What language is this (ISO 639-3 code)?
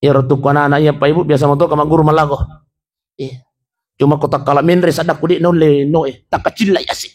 bug